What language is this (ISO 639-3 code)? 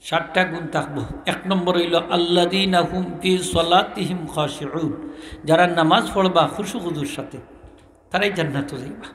syl